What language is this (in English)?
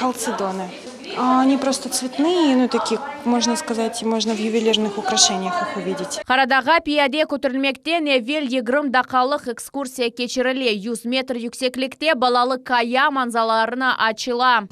Crimean Tatar